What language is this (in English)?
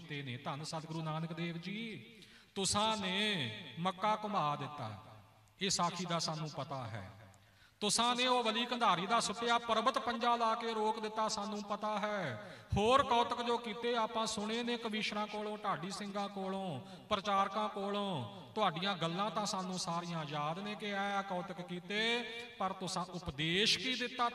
Punjabi